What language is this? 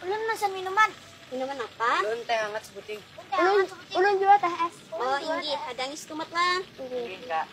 Banjar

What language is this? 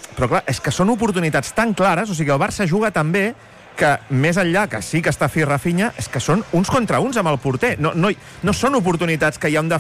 Catalan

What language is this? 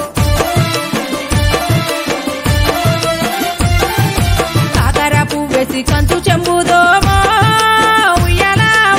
Telugu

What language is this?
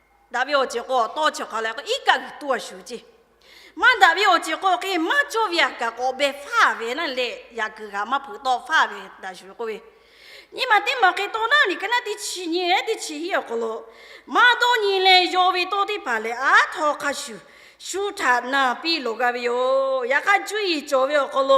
Lahu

